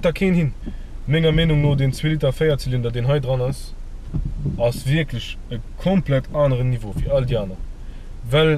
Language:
Luxembourgish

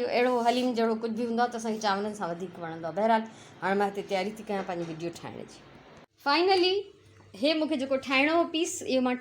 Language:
Sindhi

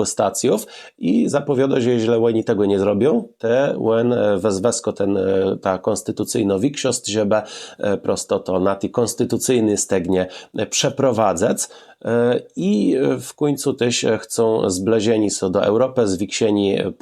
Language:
Kashubian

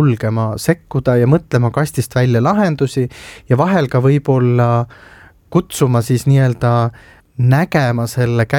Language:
Estonian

